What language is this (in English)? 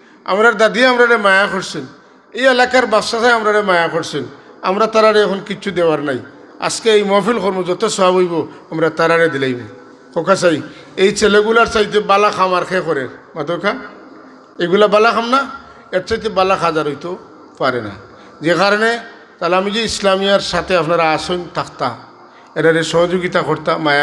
Sylheti